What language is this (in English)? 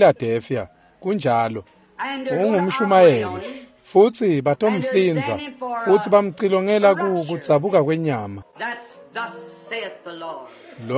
Swati